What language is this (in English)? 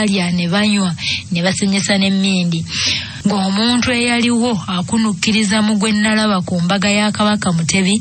Ganda